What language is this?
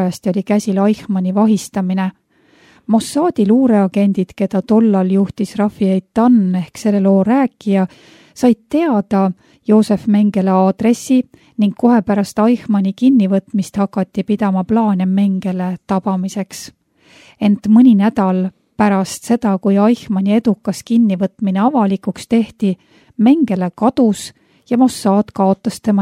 Estonian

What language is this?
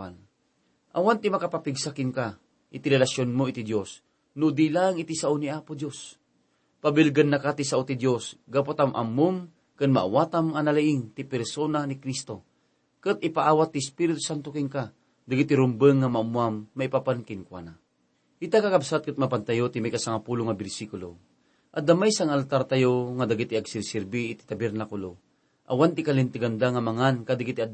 Iloko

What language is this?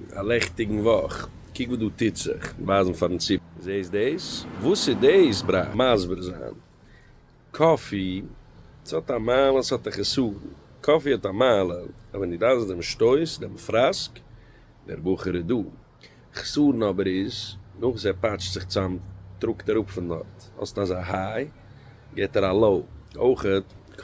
Yiddish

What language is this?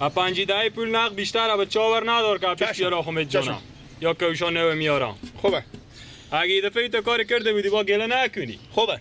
Persian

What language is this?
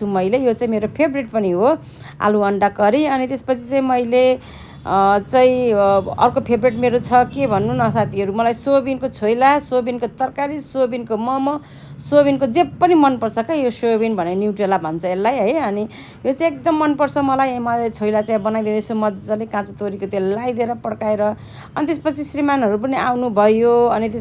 Nepali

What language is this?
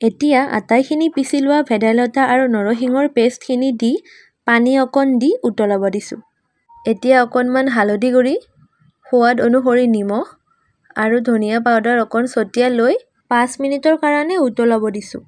Assamese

